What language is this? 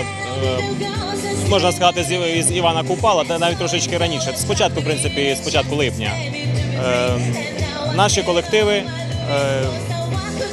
Ukrainian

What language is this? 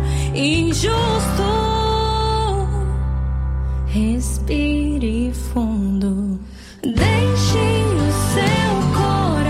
Portuguese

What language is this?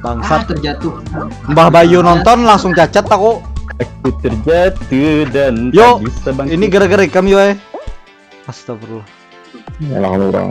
Banjar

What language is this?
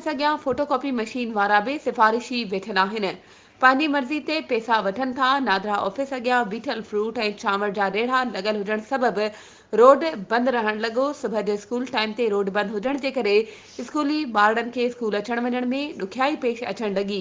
Sindhi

